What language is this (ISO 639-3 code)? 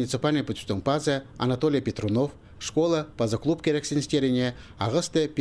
kjh